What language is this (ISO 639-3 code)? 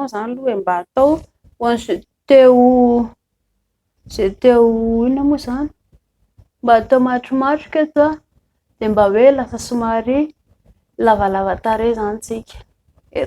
mlg